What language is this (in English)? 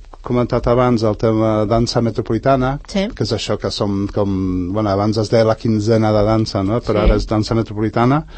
Catalan